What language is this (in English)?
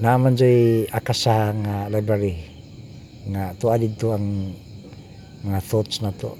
Cebuano